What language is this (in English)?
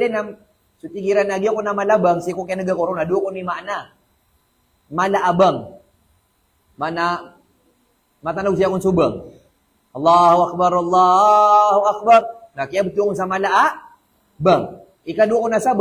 Maranao